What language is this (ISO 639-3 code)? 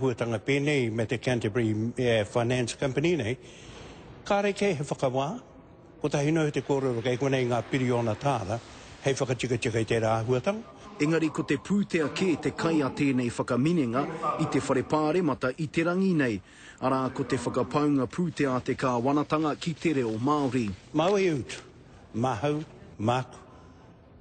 mri